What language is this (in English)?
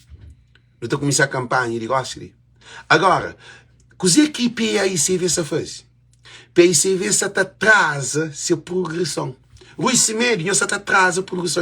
Kabuverdianu